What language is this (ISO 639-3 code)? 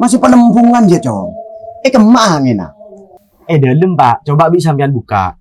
mad